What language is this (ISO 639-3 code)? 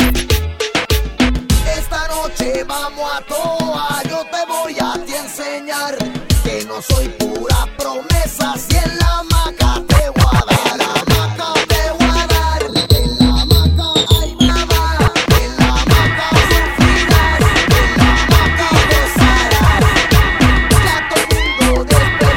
spa